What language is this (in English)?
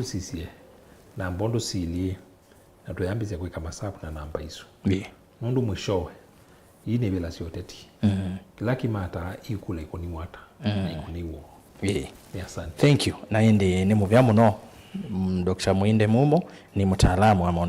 Kamba